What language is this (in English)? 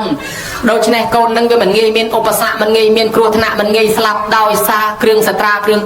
Khmer